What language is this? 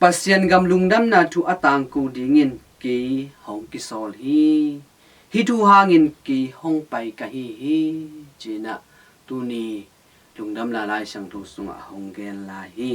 Tedim Chin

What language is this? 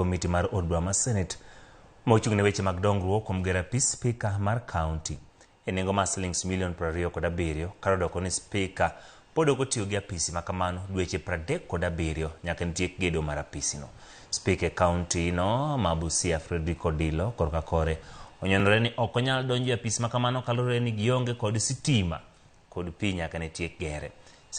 Luo (Kenya and Tanzania)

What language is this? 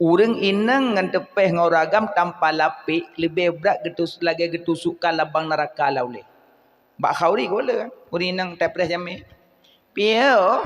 Achinese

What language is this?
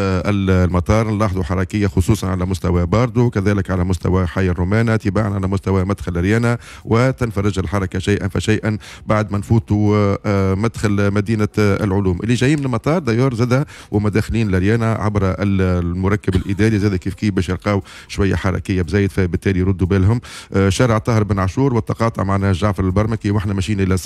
Tunisian Arabic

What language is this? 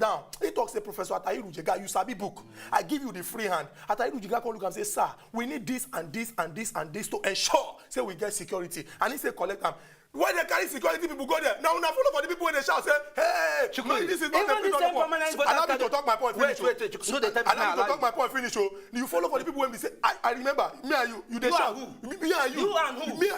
Nigerian Pidgin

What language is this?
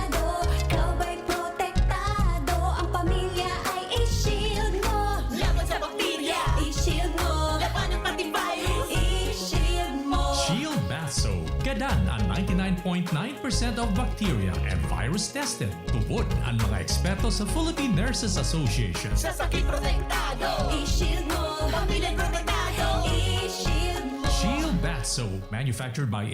Bikol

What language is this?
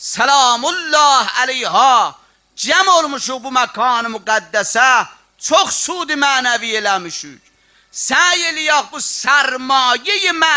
South Azerbaijani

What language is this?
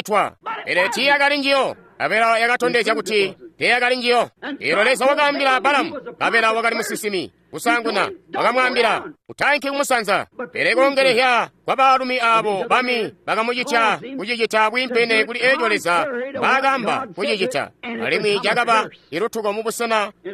Tonga (Zambia)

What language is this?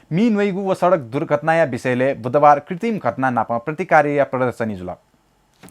Newari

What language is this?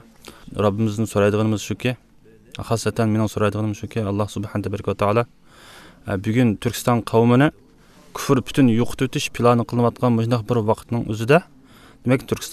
Uyghur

